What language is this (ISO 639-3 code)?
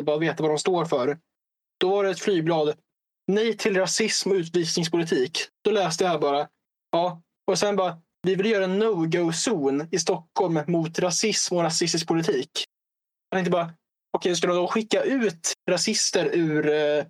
swe